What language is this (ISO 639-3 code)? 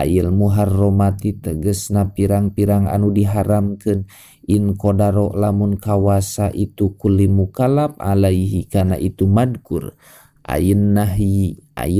sun